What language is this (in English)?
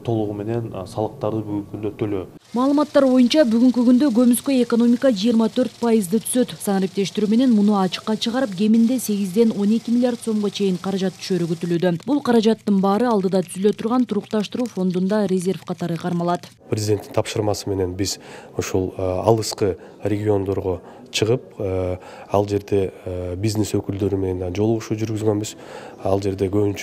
Kyrgyz